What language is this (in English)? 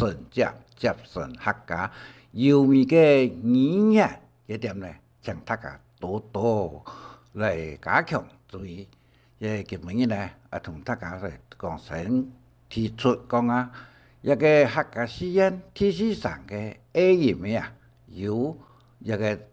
Hakka Chinese